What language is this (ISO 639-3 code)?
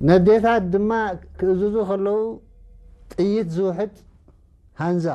tir